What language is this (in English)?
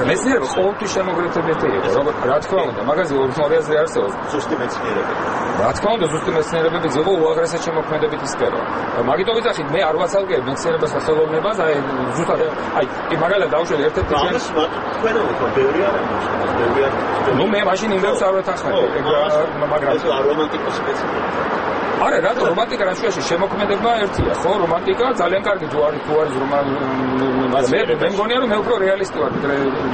Georgian